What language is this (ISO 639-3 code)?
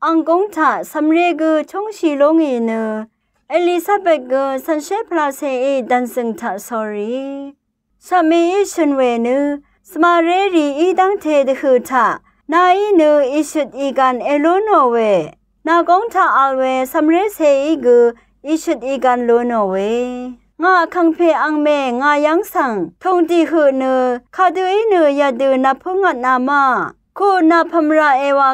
raw